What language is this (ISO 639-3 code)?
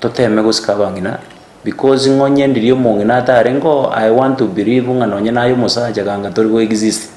guz